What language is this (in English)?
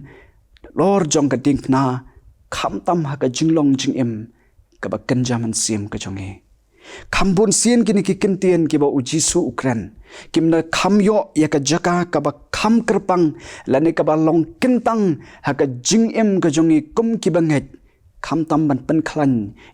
Khasi